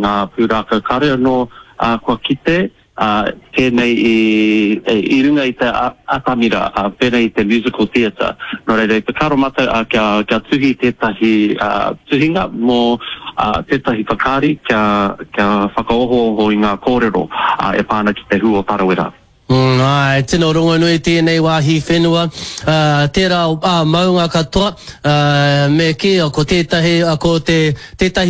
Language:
Māori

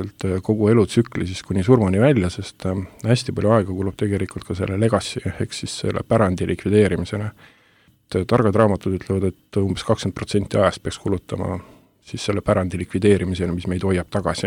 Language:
Estonian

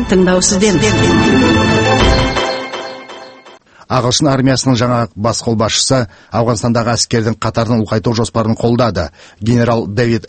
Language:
Kazakh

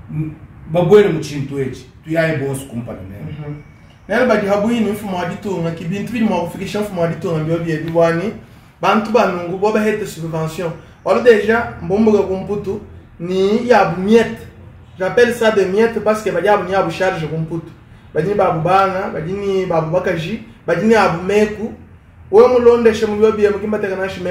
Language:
Luba-Lulua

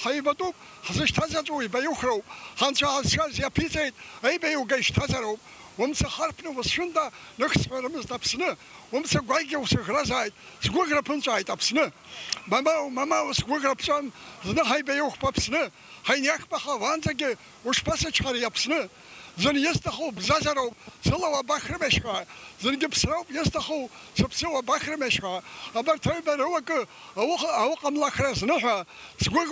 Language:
Abkhazian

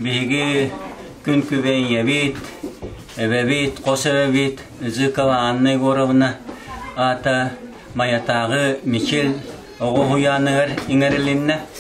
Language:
Yakut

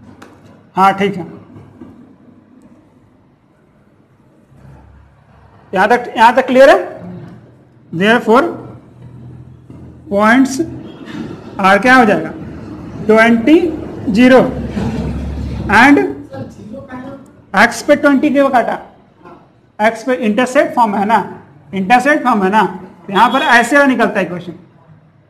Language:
Hindi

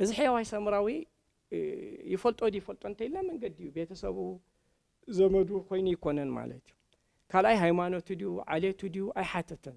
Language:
Tigrinya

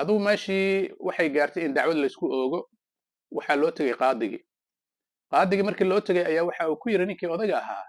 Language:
Somali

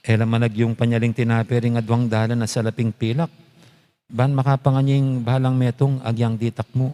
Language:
Pampanga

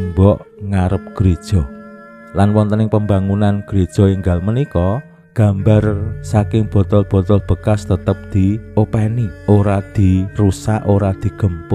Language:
Javanese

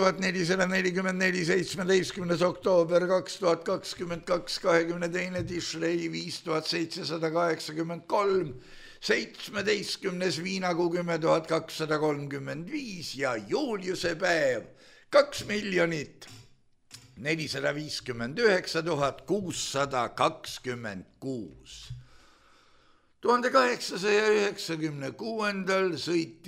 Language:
Estonian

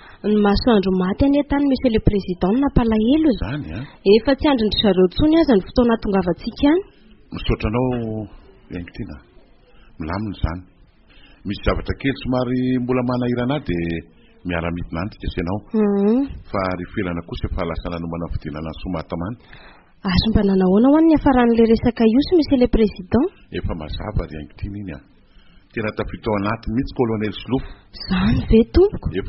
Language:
Malagasy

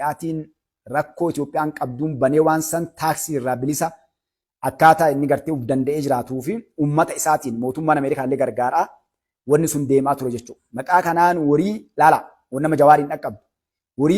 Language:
Oromo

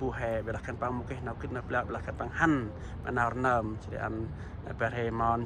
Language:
Central Mnong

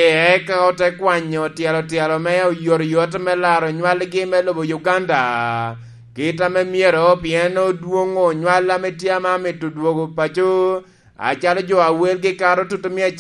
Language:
Lango (Uganda)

